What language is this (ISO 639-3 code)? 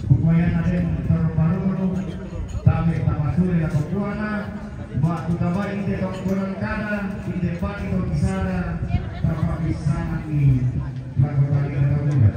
sda